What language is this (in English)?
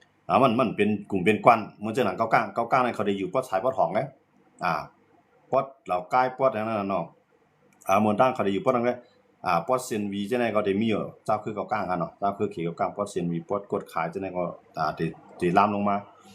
Shan